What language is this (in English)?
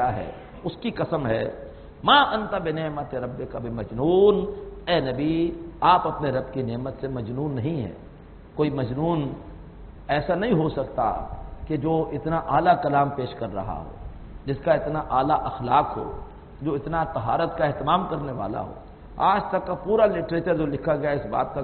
Urdu